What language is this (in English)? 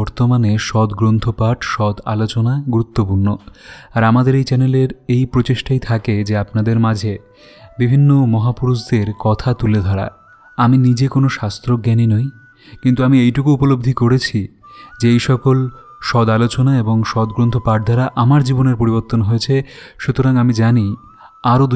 Bangla